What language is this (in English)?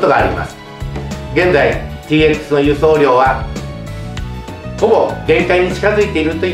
Japanese